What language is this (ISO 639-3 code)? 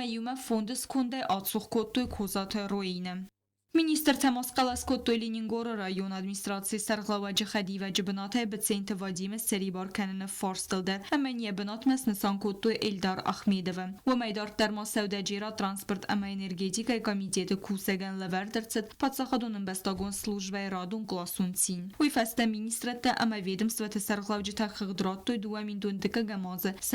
oss